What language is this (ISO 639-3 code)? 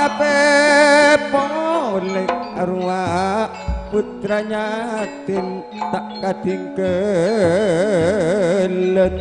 mad